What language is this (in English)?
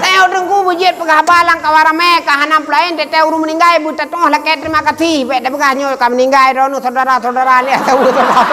Achinese